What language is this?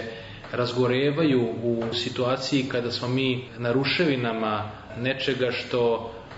Serbian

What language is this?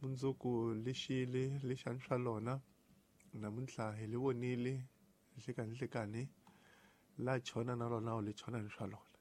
Tsonga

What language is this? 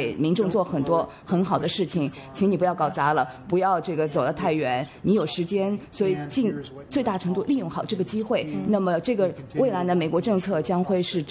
Chinese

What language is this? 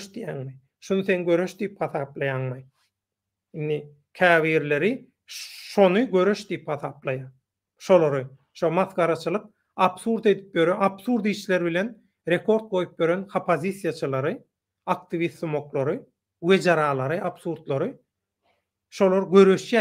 Turkmen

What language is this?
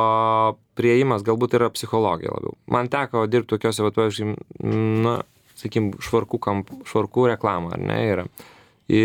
Lithuanian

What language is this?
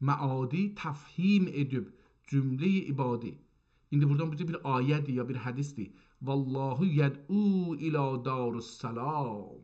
South Azerbaijani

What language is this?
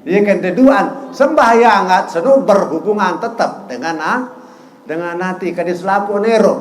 Sasak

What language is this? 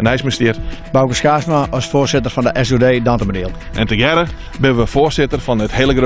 Western Frisian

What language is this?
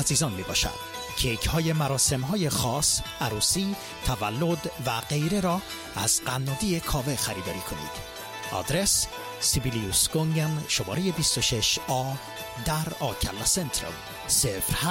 Persian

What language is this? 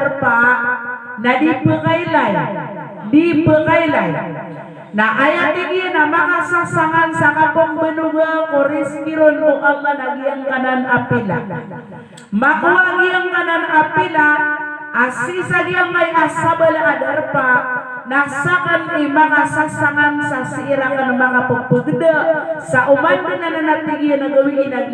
Maranao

